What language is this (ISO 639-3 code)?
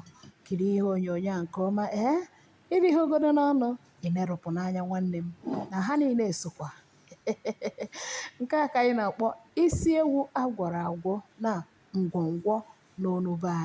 ibo